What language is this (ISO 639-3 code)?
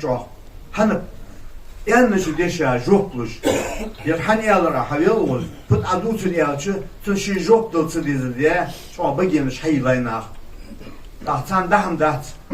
inh